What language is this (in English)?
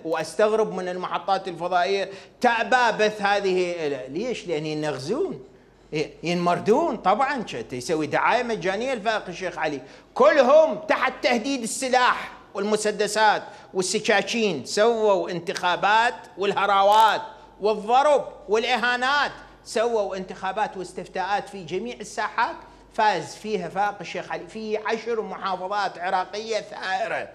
Mesopotamian Arabic